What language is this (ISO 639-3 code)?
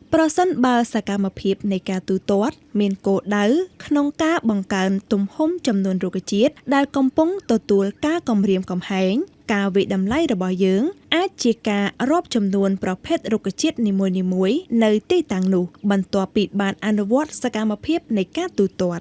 khm